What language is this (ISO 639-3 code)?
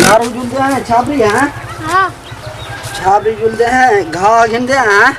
skr